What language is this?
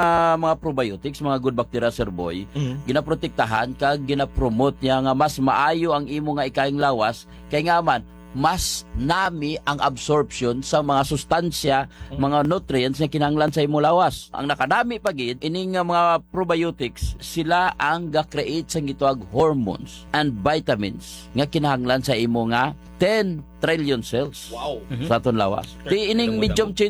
Hiligaynon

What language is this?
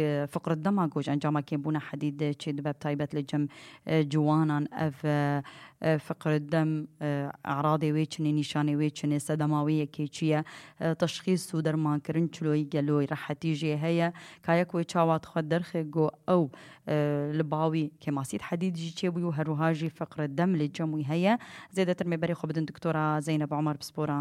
Kurdish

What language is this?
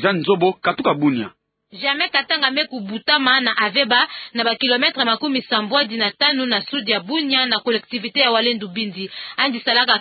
Kituba (Democratic Republic of Congo)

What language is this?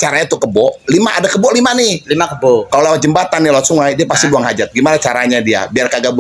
Betawi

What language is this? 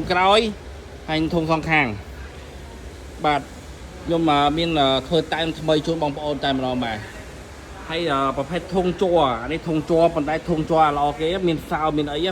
Khmer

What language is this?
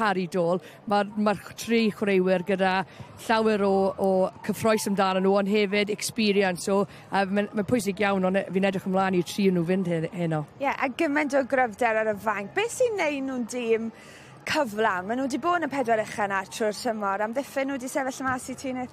Welsh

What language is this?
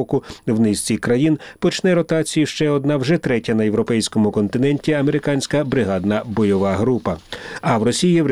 Ukrainian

